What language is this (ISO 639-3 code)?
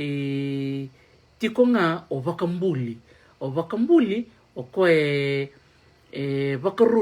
fij